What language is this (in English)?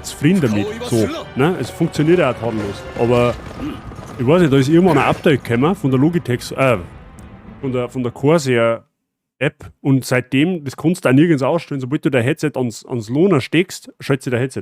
Bavarian